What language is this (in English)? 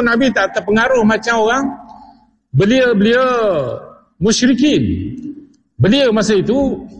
Malay